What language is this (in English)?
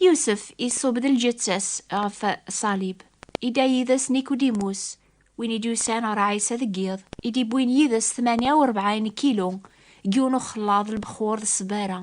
Kabyle